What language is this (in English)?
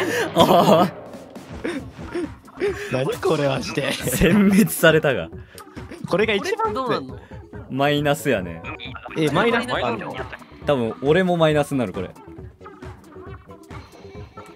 Japanese